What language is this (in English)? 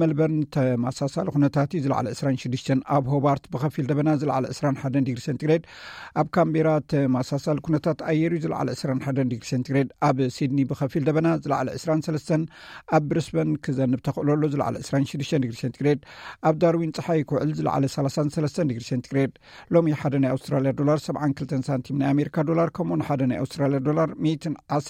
Tigrinya